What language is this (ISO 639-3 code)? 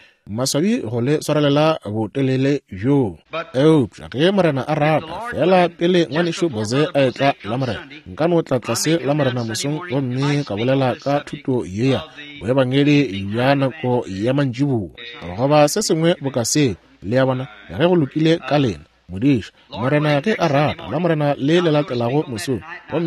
nso